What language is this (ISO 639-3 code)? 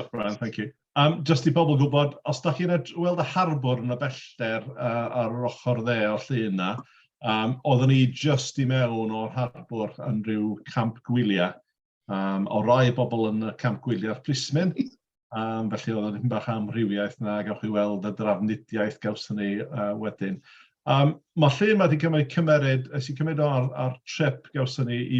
cym